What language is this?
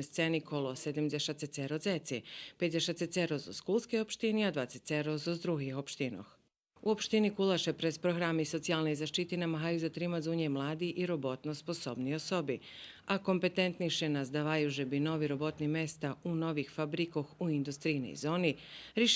Rusyn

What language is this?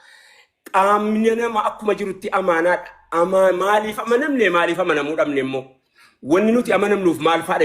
Oromo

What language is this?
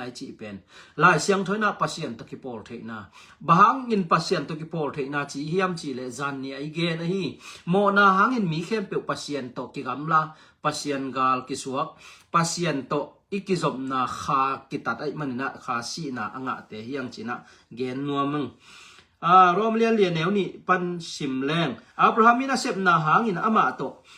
Tedim Chin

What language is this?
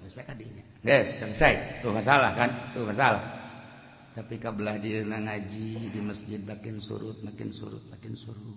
Sundanese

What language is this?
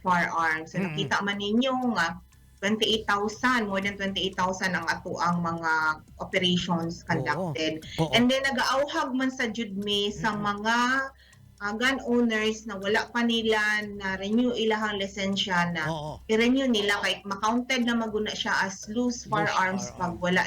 Cebuano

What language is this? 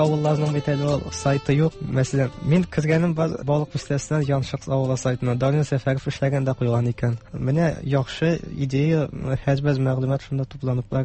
Tatar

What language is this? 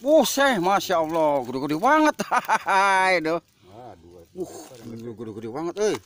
Betawi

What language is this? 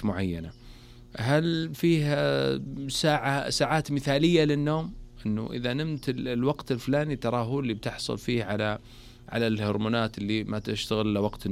Najdi Arabic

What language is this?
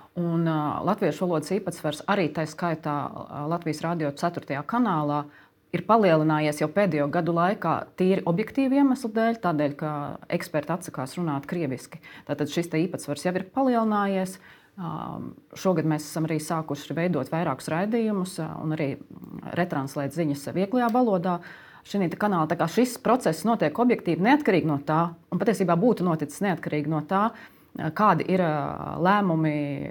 Latvian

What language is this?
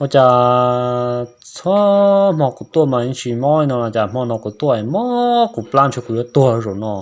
Hmong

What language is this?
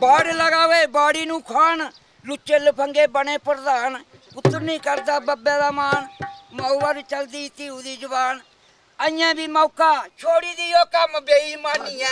Dogri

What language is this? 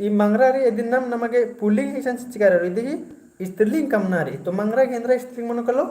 Kurukh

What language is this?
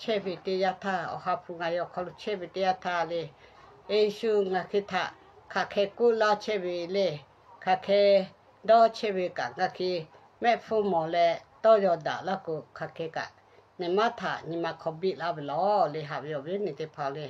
Lahu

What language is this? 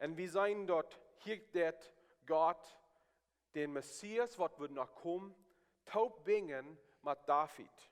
Plautdietsch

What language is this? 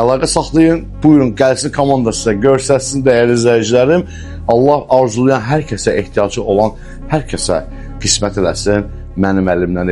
Azerbaijani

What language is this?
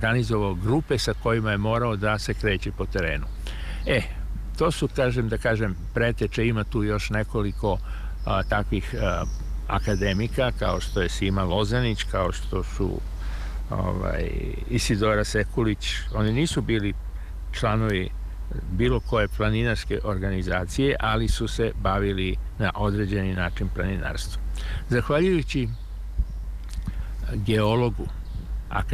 Serbian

